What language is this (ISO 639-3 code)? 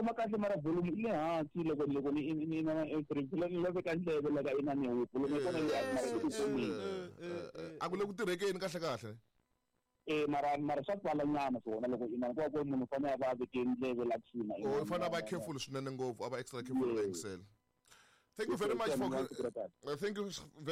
tso